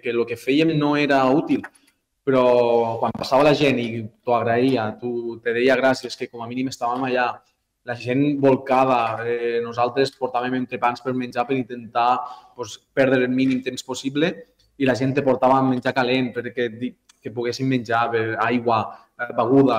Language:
Catalan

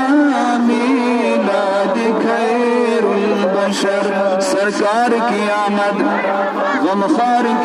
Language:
Kashmiri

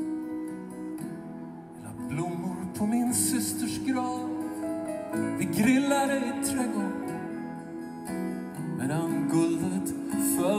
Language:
Swedish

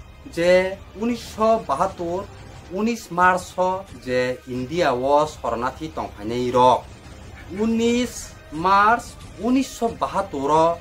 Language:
Kok Borok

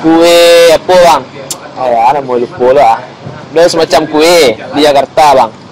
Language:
Minangkabau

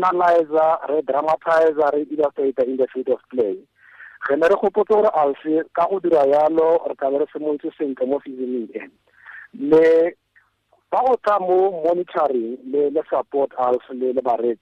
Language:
Tswana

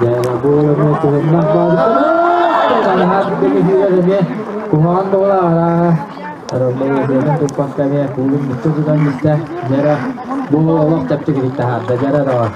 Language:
Yakut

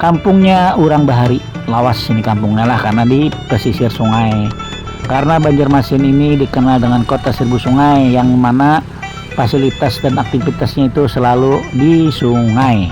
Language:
Banjar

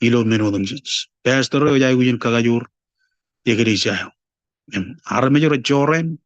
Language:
Marshallese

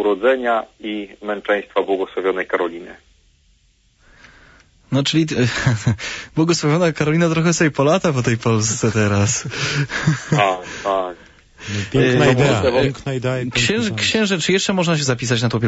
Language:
Polish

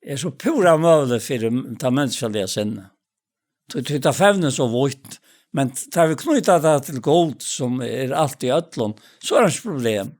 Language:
Faroese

